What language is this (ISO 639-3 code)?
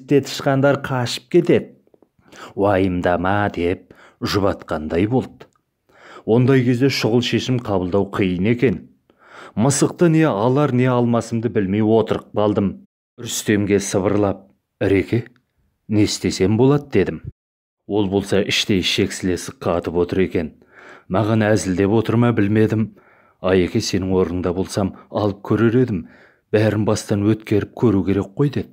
kaz